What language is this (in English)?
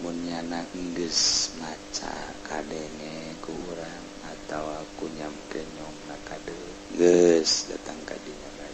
Sundanese